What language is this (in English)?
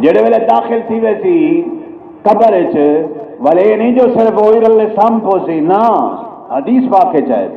Saraiki